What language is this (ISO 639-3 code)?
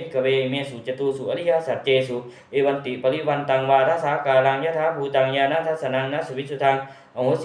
pli